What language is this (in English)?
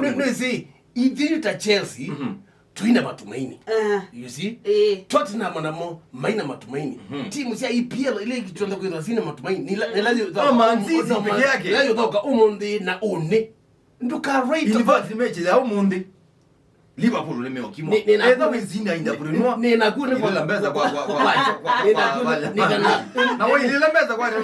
Kamba